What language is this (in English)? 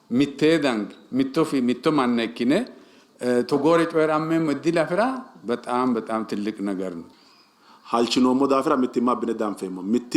Sidamo